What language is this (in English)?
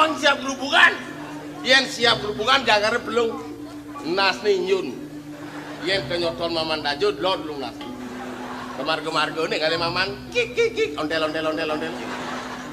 Balinese